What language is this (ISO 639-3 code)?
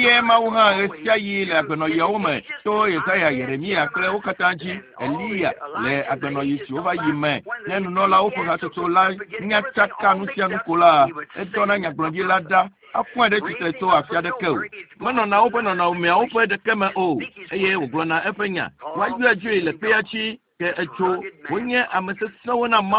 ewe